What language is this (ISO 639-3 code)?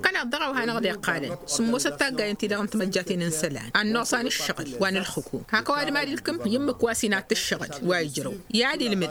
taq